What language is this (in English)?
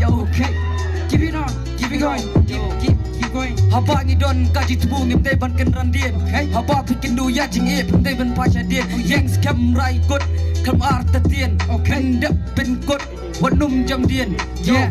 Khasi